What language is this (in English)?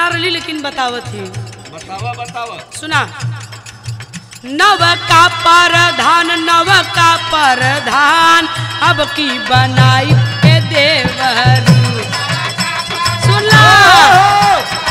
Bhojpuri